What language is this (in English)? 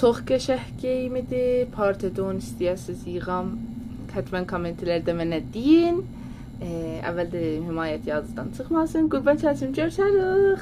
South Azerbaijani